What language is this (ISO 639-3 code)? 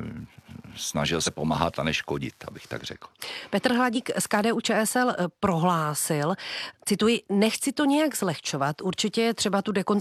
ces